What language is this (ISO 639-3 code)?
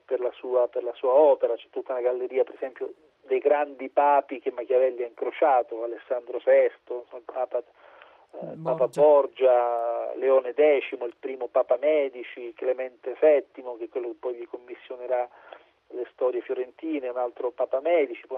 ita